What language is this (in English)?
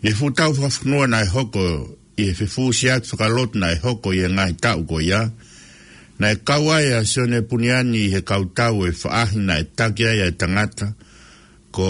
Tongan